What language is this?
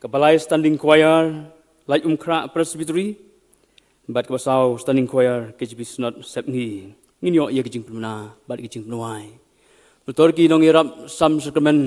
Khasi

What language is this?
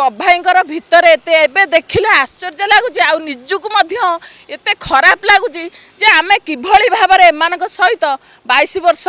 Odia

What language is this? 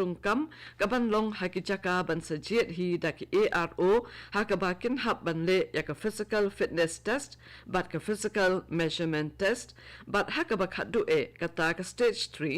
Khasi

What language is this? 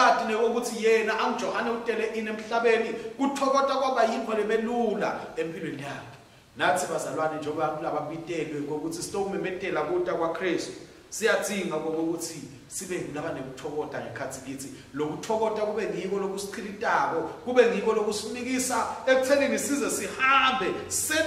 Swati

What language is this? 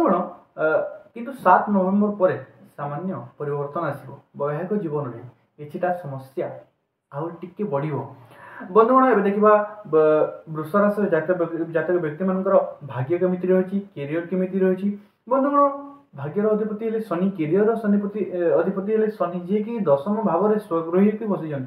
Odia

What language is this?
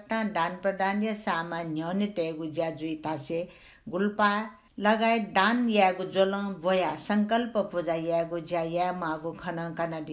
Newari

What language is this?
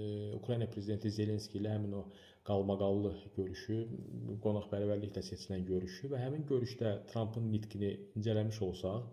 Azerbaijani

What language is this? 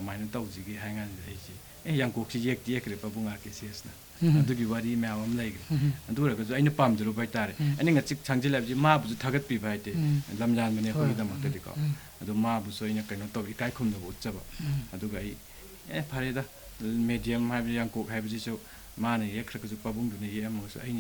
Manipuri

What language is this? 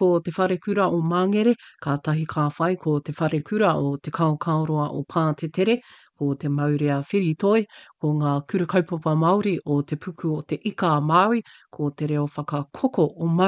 Māori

